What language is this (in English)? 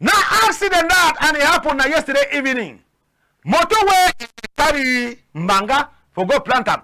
Cameroon Pidgin